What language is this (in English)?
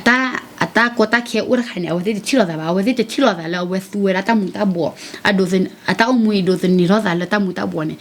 S'gaw Karen